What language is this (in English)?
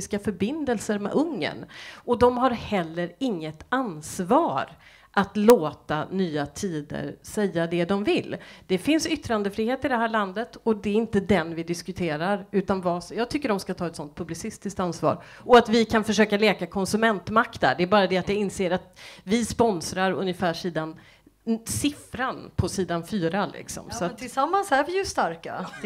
Swedish